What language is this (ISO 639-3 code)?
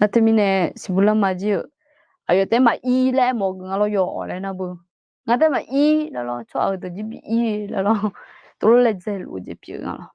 ahk